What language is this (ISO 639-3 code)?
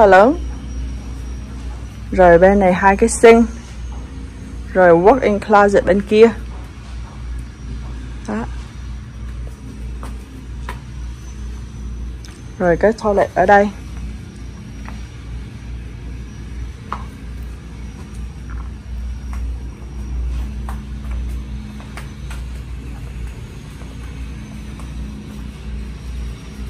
vie